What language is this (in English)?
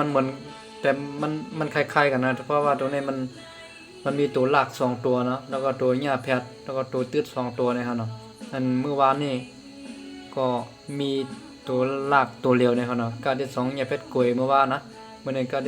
Shan